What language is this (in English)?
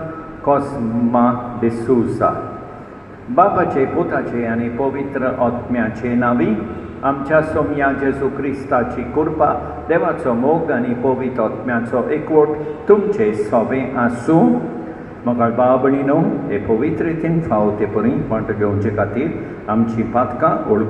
Konkani